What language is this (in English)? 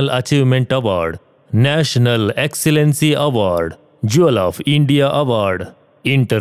Kannada